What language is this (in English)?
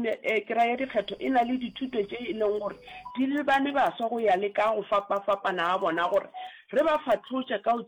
Northern Sotho